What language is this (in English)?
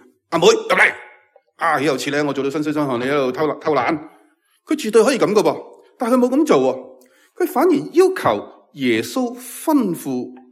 Cantonese